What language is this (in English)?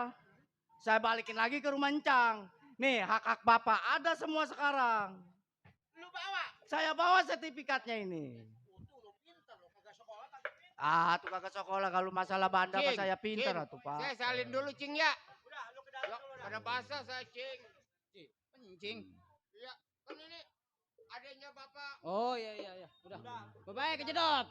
Betawi